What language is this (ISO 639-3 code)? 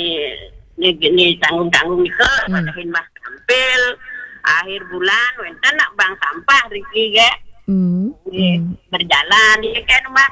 ban